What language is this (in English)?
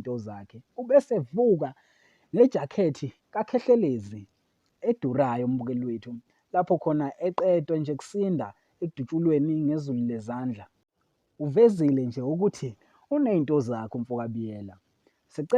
Zulu